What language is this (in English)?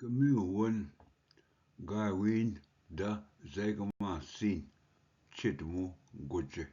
Ojibwa